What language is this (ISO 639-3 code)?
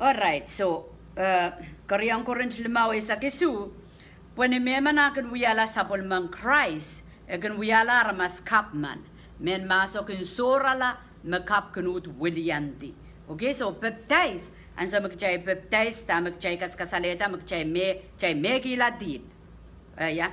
pon